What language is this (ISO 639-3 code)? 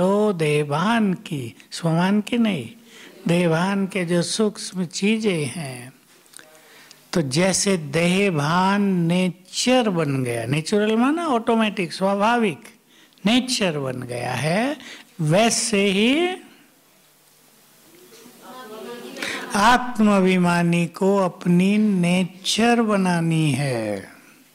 hin